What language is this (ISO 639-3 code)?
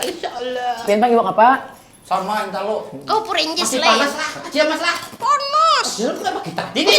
bjn